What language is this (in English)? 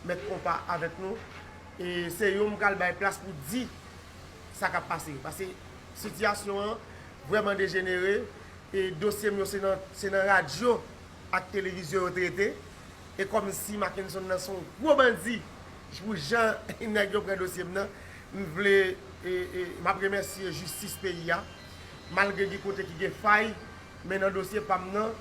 Haitian Creole